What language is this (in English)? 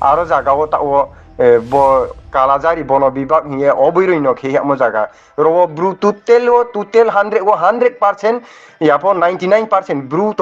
Riang (India)